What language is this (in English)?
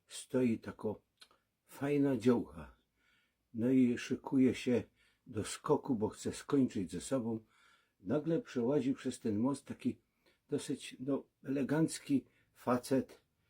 Silesian